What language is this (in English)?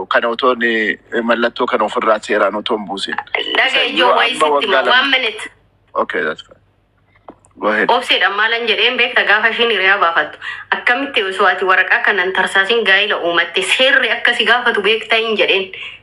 Oromo